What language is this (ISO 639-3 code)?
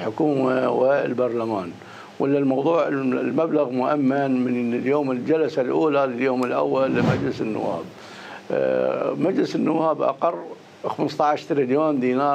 acm